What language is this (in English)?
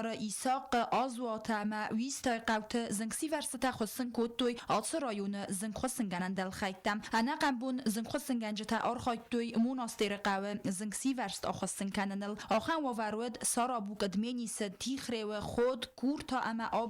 Ossetic